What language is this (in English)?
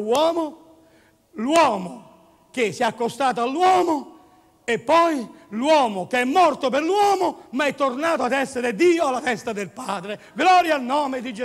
Italian